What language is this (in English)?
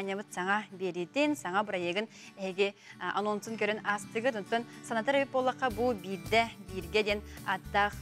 Yakut